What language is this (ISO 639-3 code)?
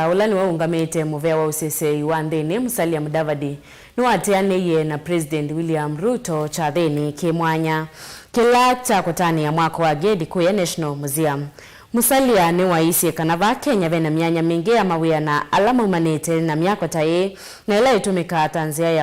kam